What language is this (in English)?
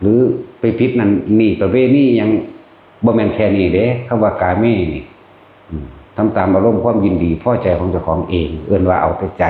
Northeastern Thai